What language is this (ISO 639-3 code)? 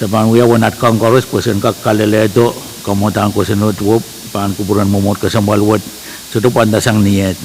pon